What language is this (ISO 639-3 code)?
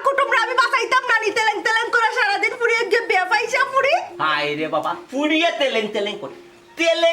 syl